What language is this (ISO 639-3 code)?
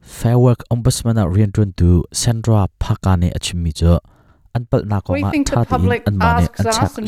cnh